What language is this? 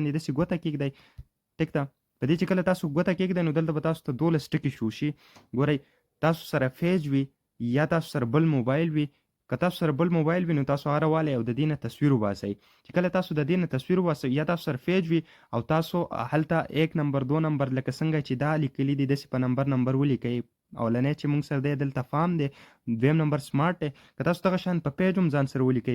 Pashto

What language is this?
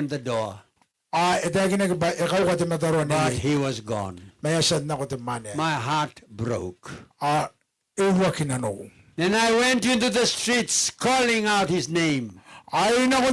Gilbertese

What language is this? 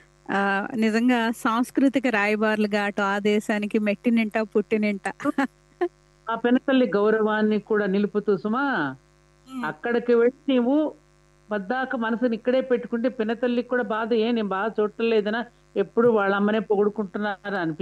Telugu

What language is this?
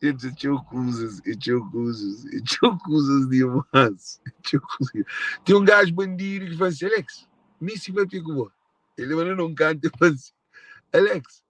Kabuverdianu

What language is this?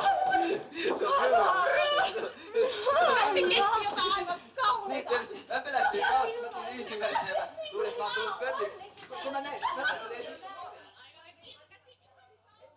Finnish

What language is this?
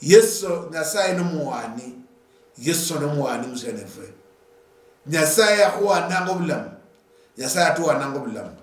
Luyia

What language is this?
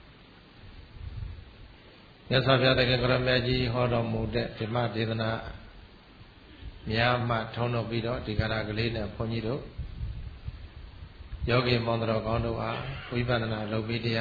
Burmese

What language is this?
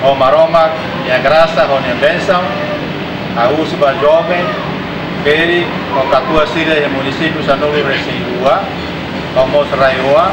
Tetum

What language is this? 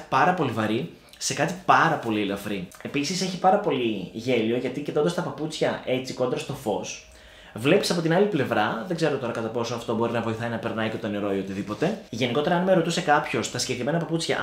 Greek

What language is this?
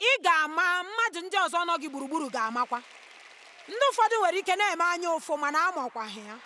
Igbo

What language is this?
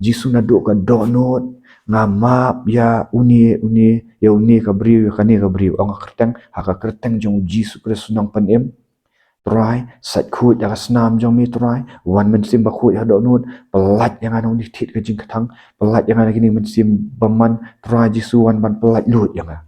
Khasi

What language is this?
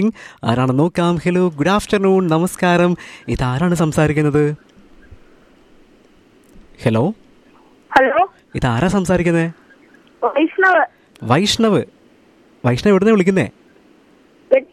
Malayalam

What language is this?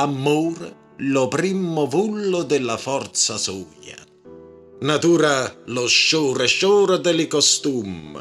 Neapolitan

